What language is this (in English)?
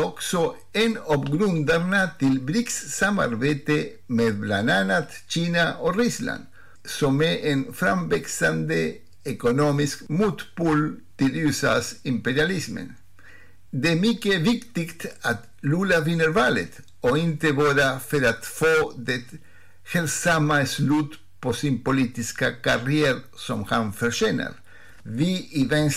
Swedish